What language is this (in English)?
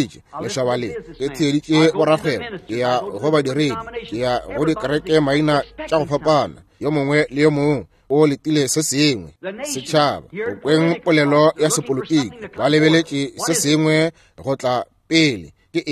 Northern Sotho